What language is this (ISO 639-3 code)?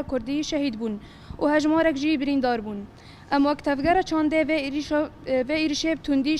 kur